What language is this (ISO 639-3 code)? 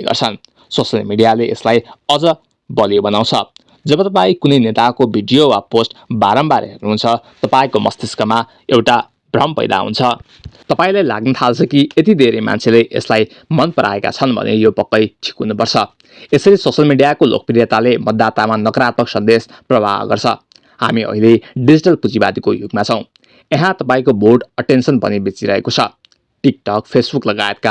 nep